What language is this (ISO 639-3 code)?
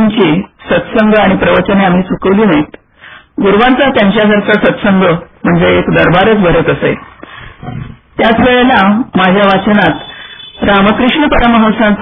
mar